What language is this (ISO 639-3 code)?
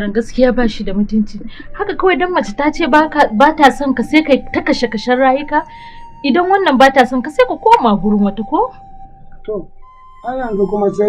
hau